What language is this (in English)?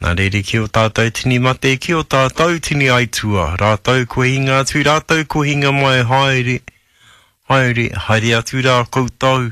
Māori